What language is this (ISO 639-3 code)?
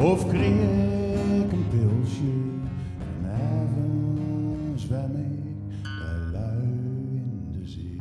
zea